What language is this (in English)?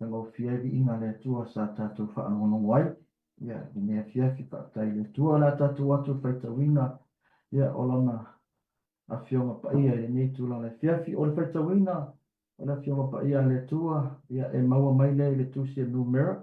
Samoan